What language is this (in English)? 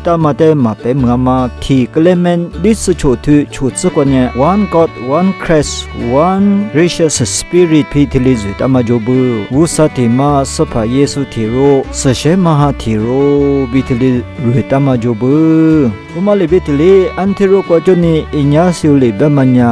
Lisu